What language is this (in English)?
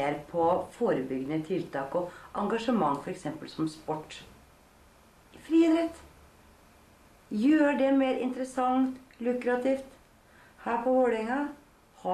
Norwegian